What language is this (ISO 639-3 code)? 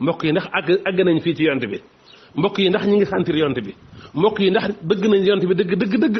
wol